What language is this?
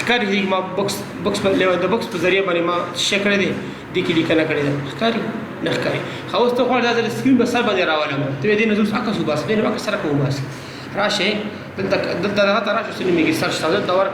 Pashto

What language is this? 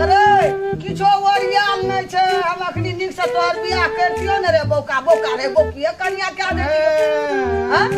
Maithili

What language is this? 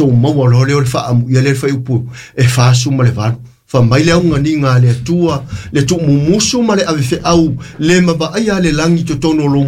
Samoan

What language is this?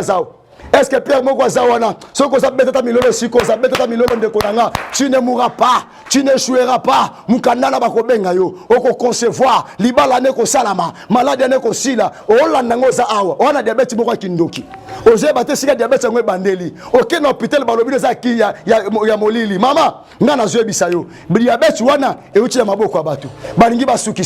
Lingala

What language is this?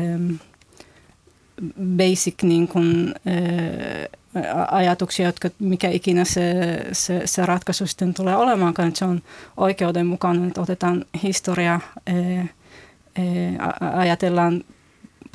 Finnish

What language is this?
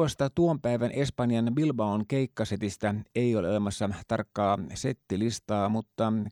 Finnish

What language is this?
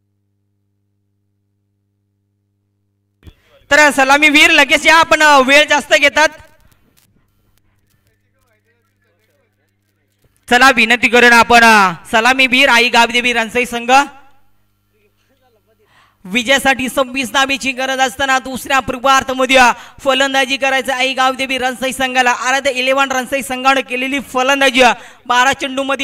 Marathi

